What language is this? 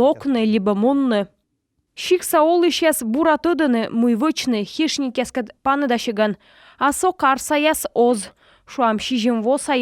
Komi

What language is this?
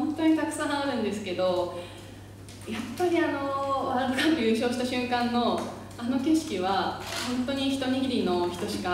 Japanese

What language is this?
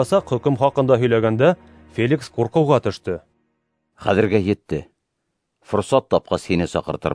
Bashkir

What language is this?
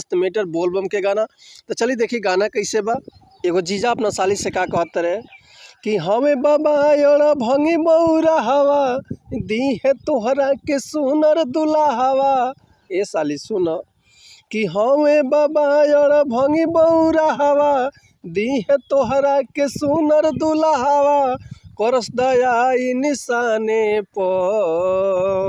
Bhojpuri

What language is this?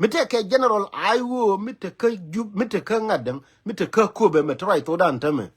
Nuer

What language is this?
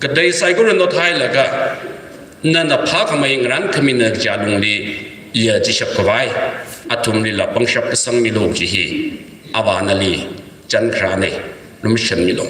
Tangkhul Naga (India)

